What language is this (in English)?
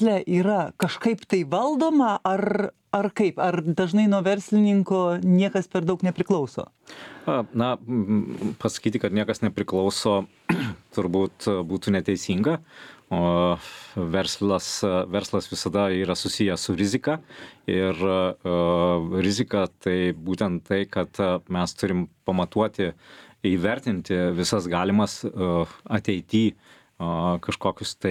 Lithuanian